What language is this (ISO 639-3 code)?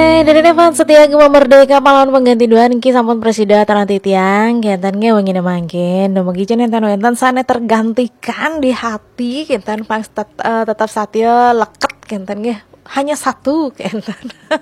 ban